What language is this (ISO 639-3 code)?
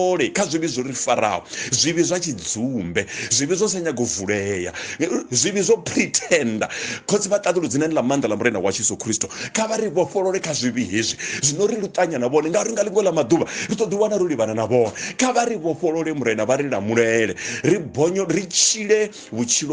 ven